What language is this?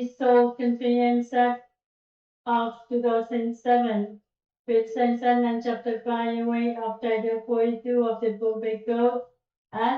Pohnpeian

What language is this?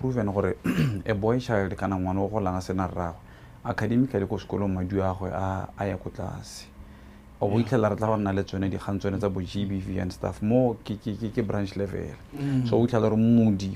Tswana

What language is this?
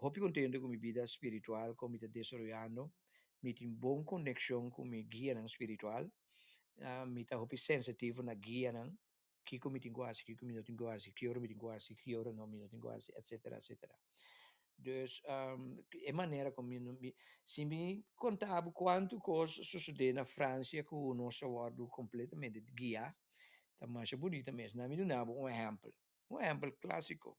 Papiamento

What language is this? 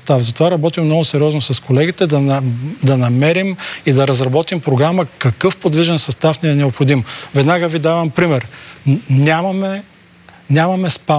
Bulgarian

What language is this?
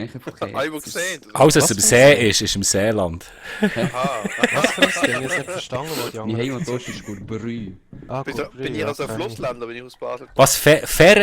Swiss German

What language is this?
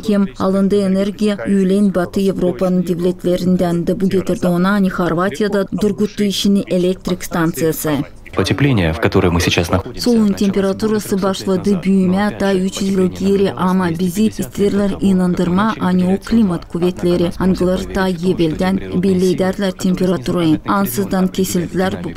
Gagauz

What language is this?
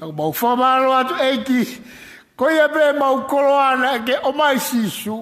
Tongan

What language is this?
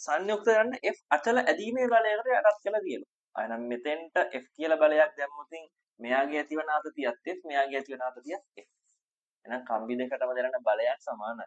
Sinhala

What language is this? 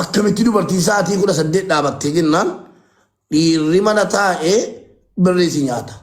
Oromo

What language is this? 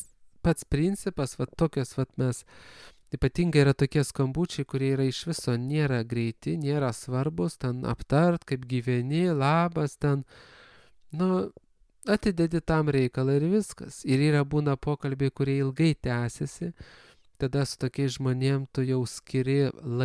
Lithuanian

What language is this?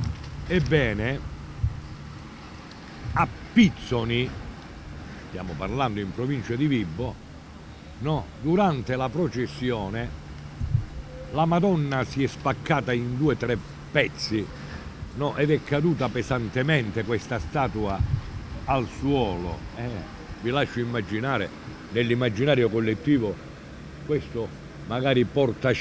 Italian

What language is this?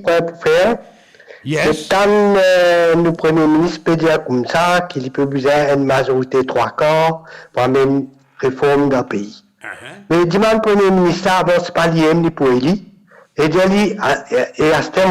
Morisyen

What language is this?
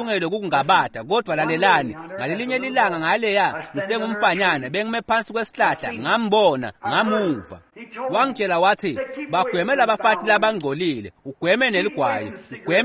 Swati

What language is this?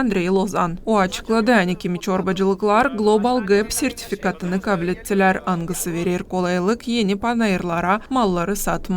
Gagauz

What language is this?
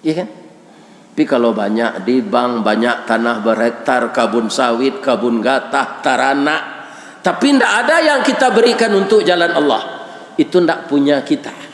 Minangkabau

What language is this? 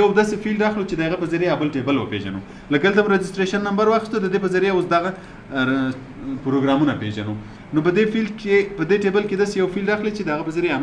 Pashto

